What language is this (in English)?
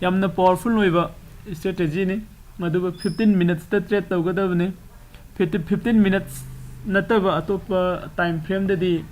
Manipuri